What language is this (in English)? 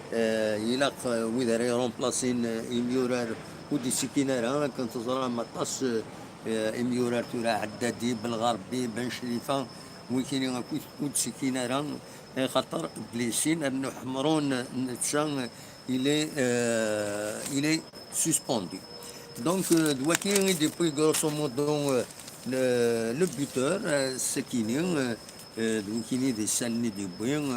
Kabyle